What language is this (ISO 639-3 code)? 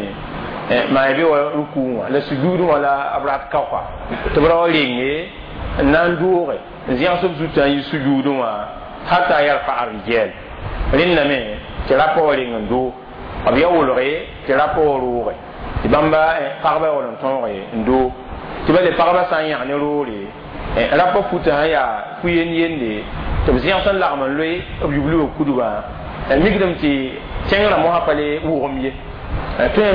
mos